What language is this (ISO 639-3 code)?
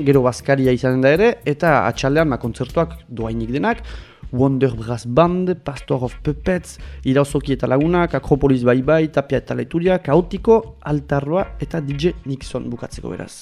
eus